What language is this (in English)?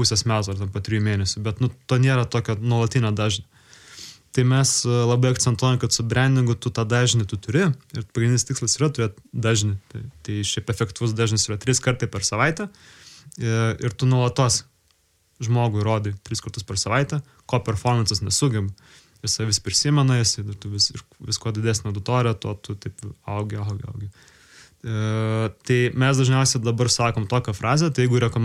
Lithuanian